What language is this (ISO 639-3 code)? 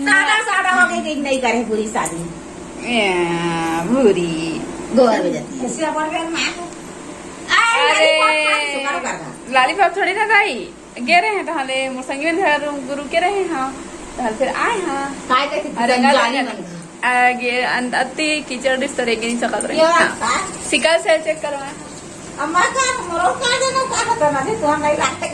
hne